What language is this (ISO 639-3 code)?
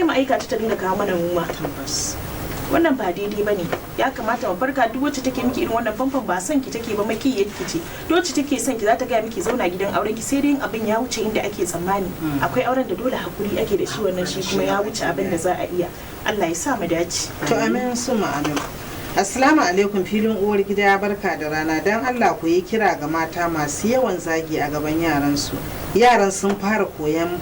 hau